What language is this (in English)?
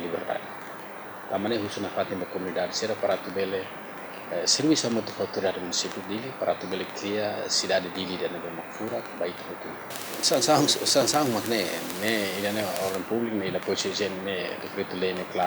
Tetum